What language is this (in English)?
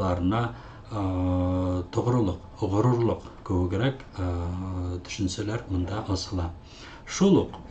Bashkir